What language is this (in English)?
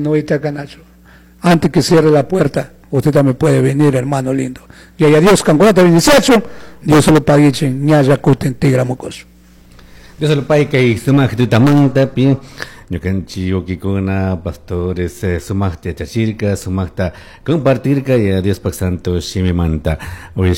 Chimborazo Highland Quichua